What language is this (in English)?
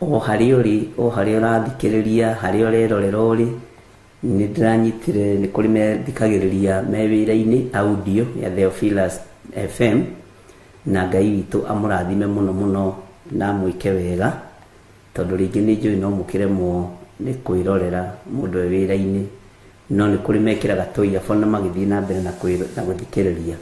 Kikuyu